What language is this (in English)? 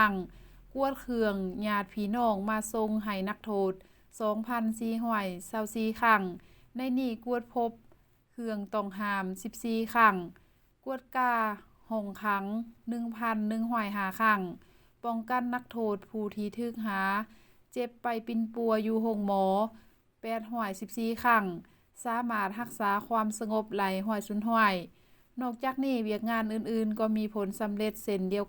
Lao